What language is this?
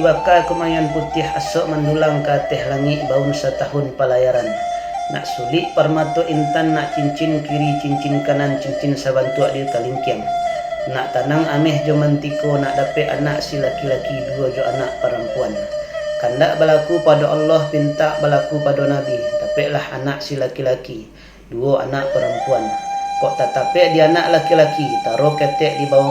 Minangkabau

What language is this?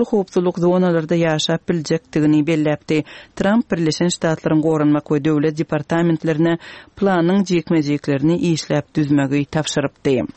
Turkmen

